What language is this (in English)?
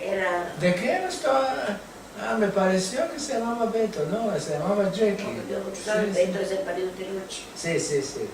Ladino